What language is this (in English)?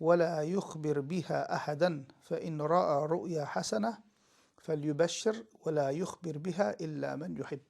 Turkmen